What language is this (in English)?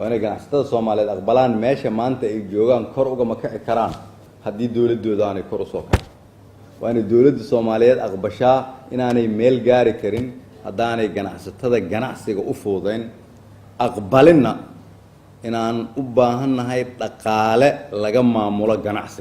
Somali